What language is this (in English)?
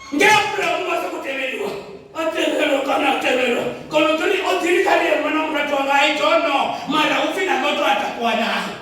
Venda